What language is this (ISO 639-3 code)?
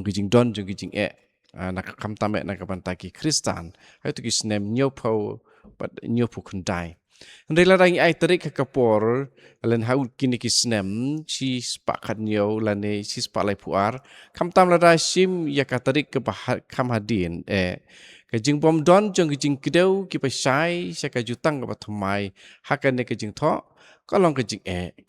kha